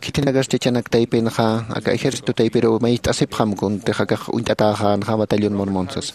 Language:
Aymara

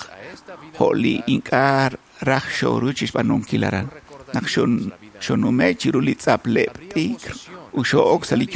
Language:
Kekchí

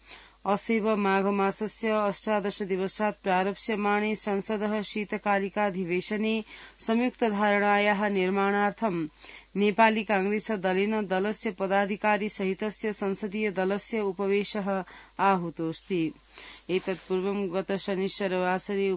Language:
Sanskrit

